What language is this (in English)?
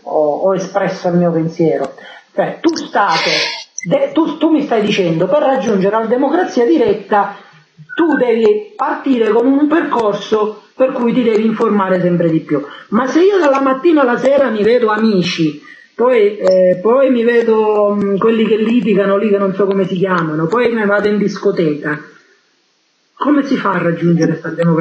Italian